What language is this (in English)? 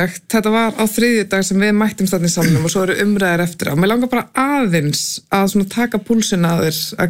Icelandic